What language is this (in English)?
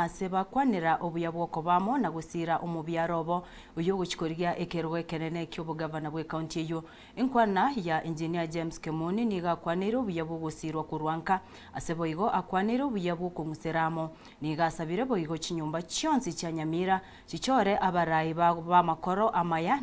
Gusii